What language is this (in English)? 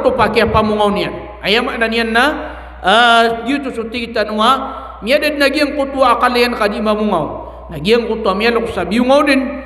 Maranao